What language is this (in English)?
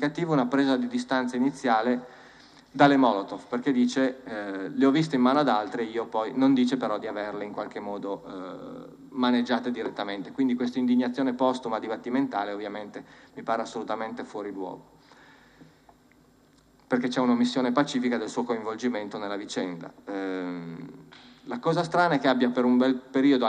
Italian